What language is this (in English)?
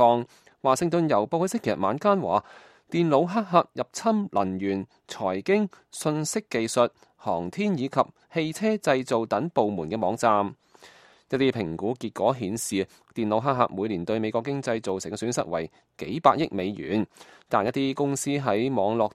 Cantonese